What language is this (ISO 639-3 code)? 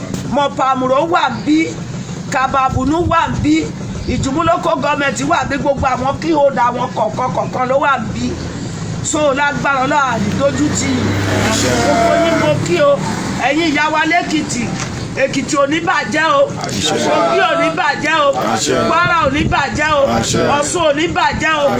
yor